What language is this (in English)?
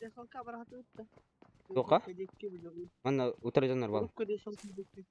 Yakut